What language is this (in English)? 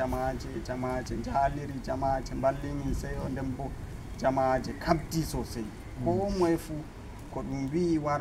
Fula